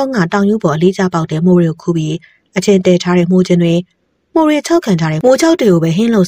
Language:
Burmese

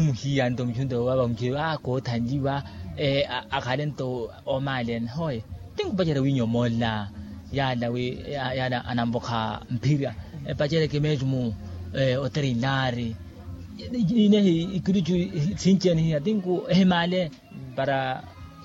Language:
Makhuwa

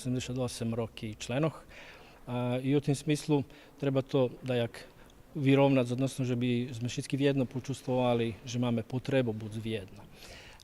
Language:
Rusyn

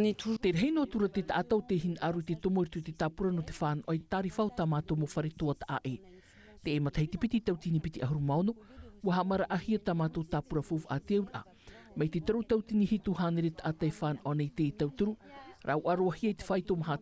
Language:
Tahitian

